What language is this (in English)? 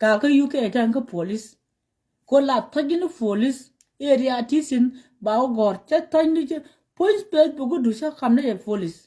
Nuer